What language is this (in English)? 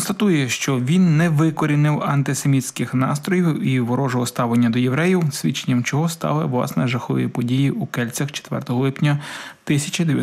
Ukrainian